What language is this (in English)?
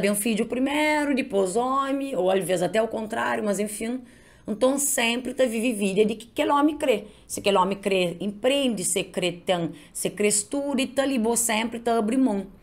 Kabuverdianu